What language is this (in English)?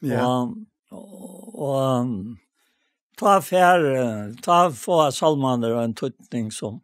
Faroese